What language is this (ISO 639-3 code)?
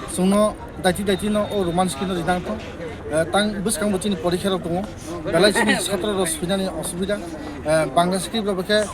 ria